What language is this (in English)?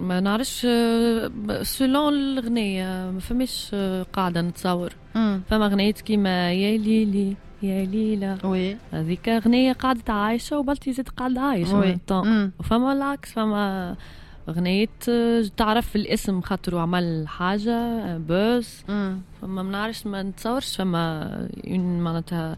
Tunisian Arabic